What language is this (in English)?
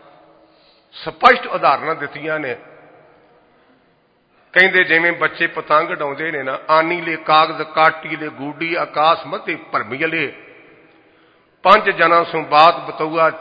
Punjabi